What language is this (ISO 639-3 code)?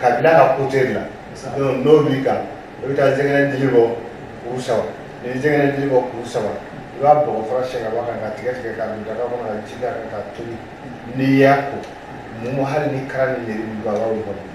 bam